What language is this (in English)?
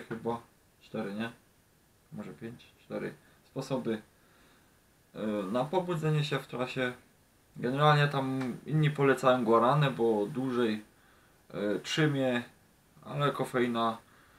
Polish